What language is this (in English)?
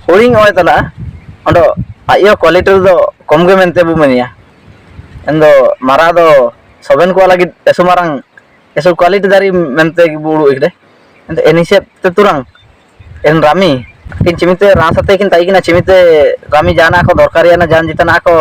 Ho